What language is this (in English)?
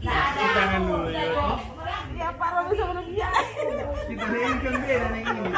Manado Malay